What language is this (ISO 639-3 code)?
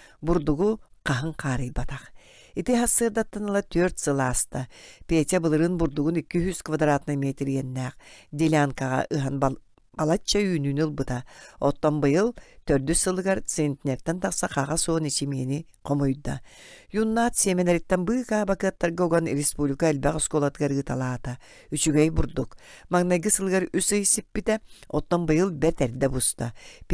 sah